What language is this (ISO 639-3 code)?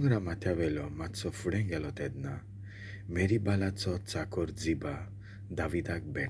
kok